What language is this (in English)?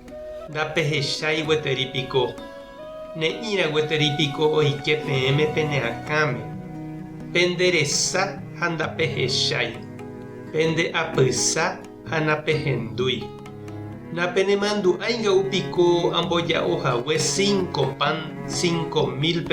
Guarani